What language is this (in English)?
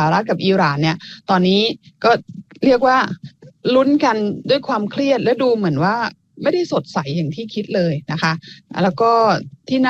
Thai